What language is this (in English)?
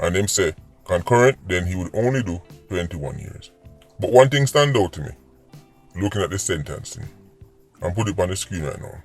Jamaican Creole English